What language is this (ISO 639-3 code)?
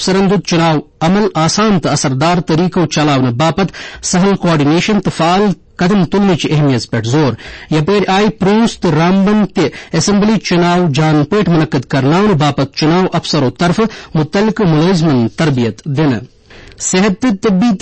kas